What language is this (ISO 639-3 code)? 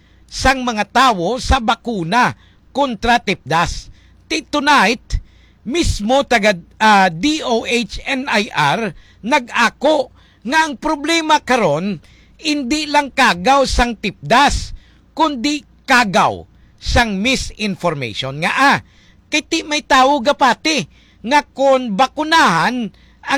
hil